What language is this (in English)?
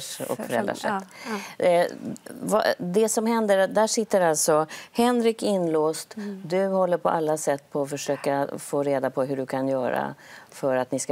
Swedish